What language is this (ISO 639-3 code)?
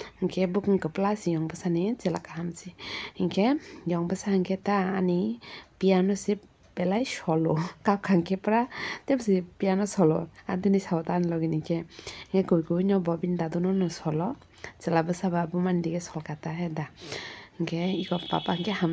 trp